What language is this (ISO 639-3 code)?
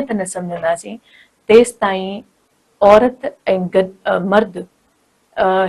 snd